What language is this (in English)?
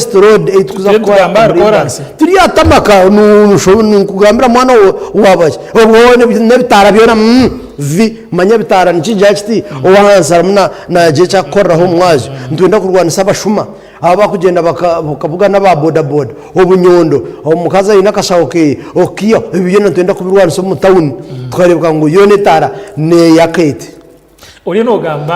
Nyankole